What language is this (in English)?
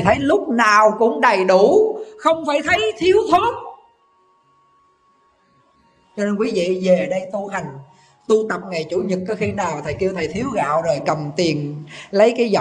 Vietnamese